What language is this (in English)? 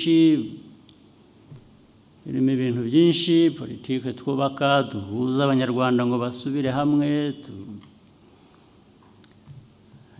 Kinyarwanda